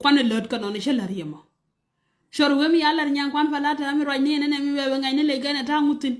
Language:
Nuer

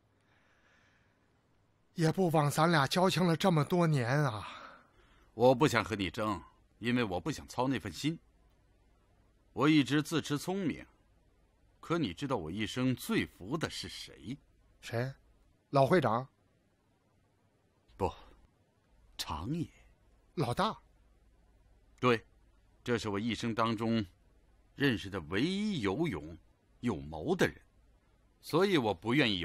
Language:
Chinese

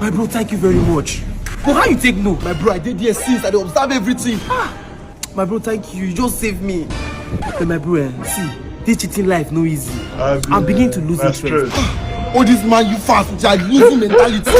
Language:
Nigerian Pidgin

